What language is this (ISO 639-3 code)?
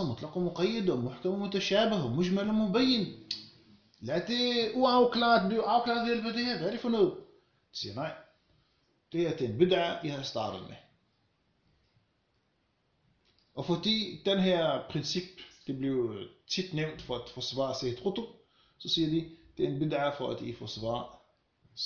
dan